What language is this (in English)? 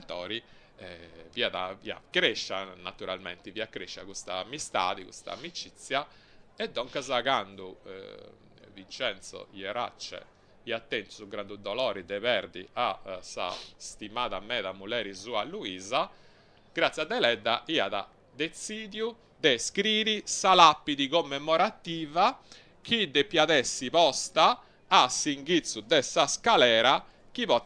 Sardinian